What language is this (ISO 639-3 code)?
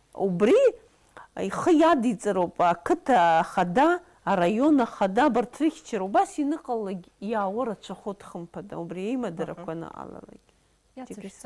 abk